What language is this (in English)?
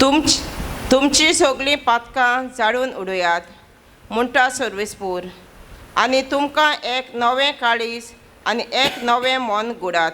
Konkani